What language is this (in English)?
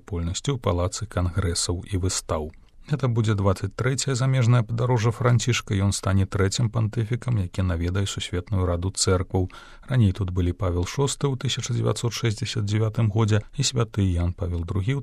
Belarusian